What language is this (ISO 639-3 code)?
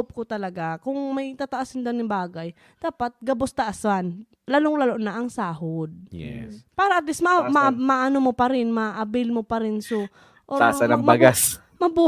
bik